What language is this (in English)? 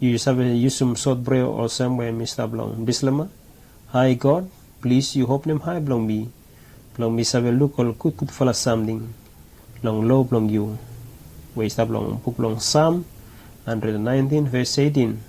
Bislama